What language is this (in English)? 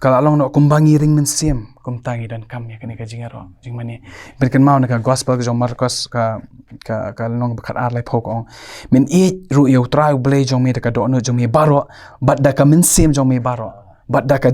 Khasi